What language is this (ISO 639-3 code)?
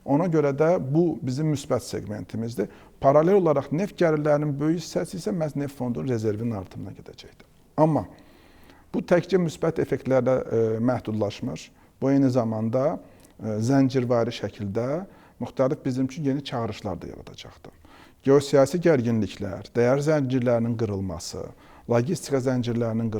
aze